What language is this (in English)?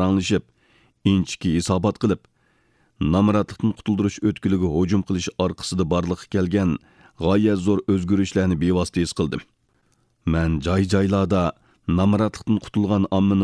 Uyghur